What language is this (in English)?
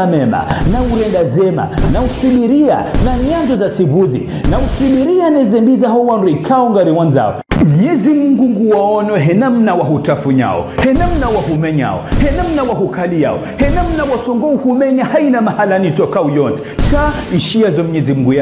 Ngazidja Comorian